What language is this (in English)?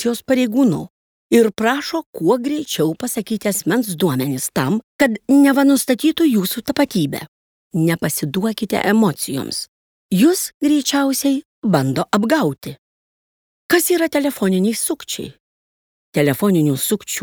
Lithuanian